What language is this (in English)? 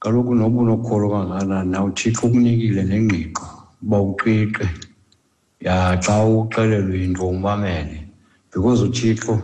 Xhosa